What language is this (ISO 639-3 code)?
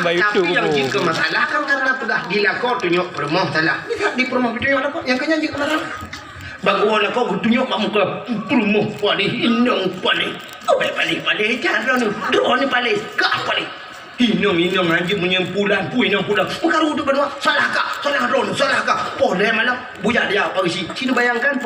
ace